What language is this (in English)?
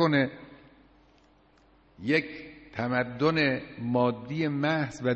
Persian